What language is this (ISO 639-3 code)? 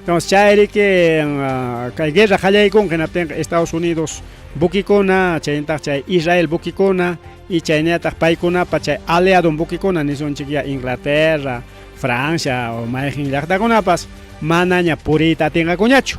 quy